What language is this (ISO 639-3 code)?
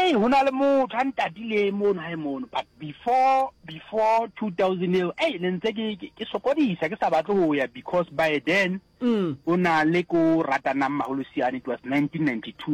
nso